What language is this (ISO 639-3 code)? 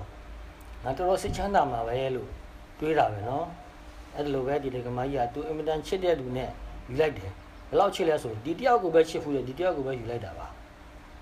mya